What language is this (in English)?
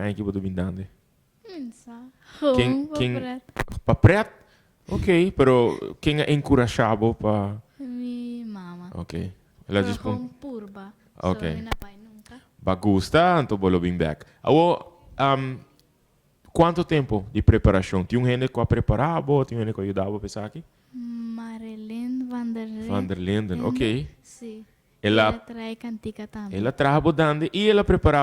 Papiamento